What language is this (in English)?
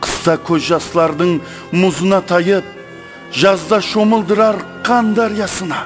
Kara-Kalpak